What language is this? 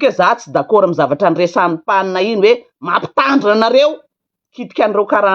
Malagasy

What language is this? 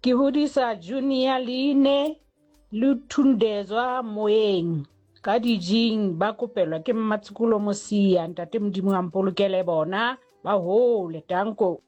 Southern Sotho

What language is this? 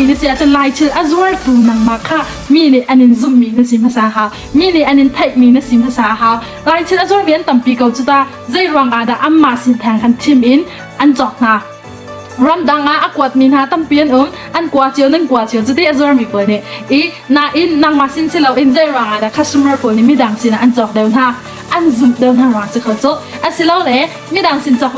Hakha Chin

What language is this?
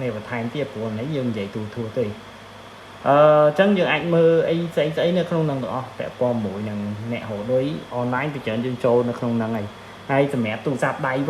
Khmer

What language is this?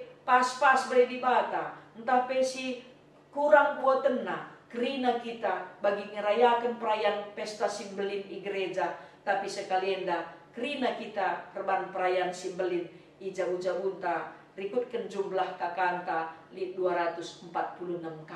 Batak Karo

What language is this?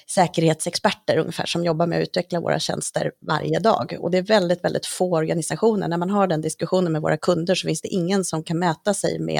Swedish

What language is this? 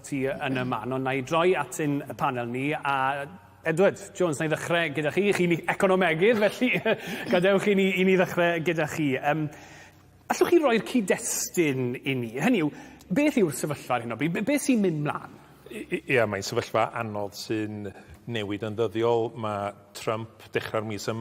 Welsh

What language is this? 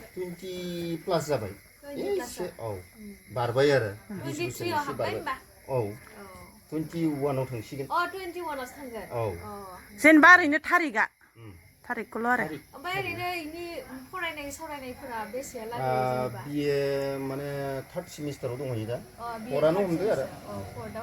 Bodo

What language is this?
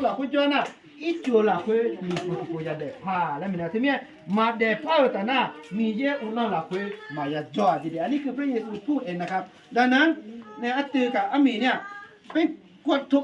Akha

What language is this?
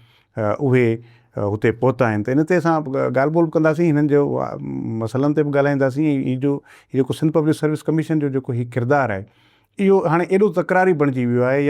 Sindhi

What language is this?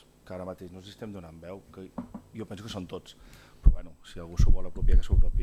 Catalan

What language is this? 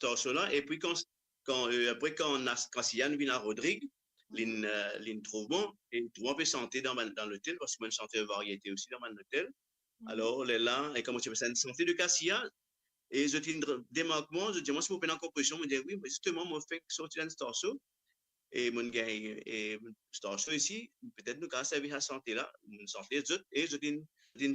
Morisyen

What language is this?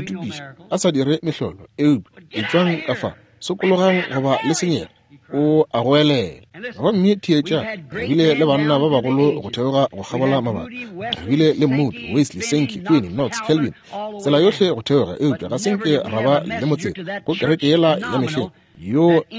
Northern Sotho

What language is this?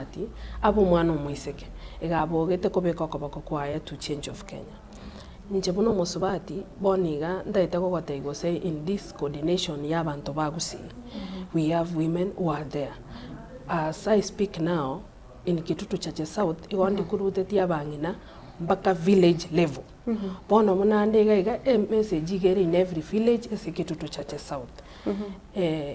Gusii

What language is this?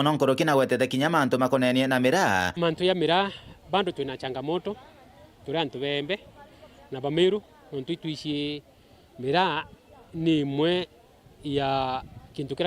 Meru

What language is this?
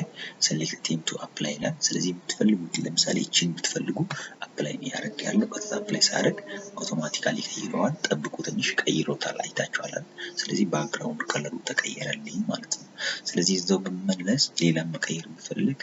Amharic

